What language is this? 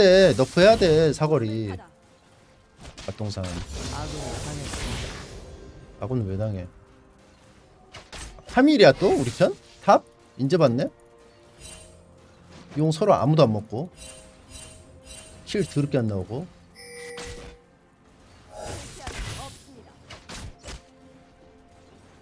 Korean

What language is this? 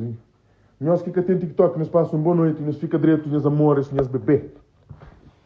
Kabuverdianu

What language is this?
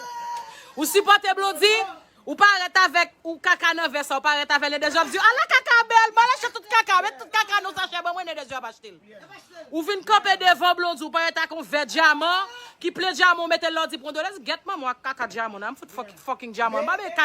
Haitian Creole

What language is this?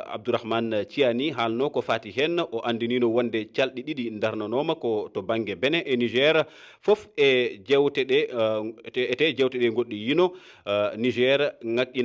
Fula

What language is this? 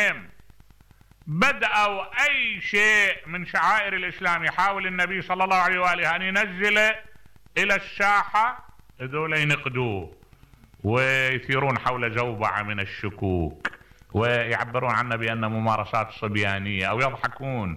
Mesopotamian Arabic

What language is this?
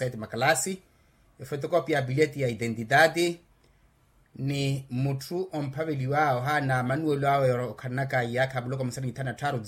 Makhuwa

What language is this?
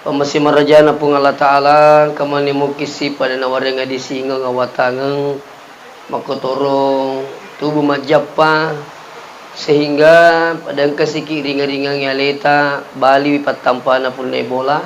Buginese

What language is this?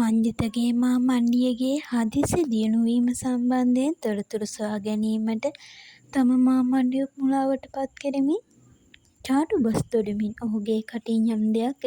Sinhala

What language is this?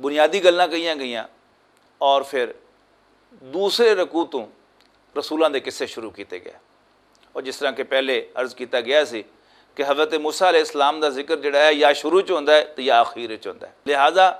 Western Panjabi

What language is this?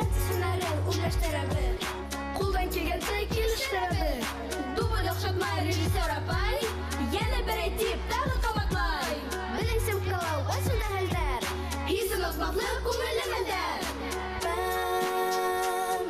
Bashkir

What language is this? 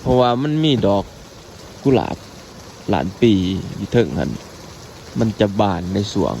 Lao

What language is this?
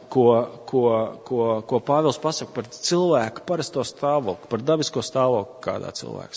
Latvian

